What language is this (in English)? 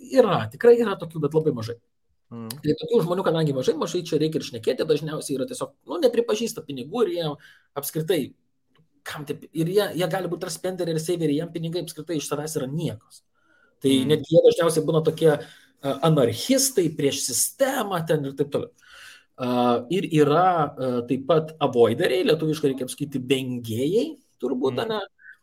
Lithuanian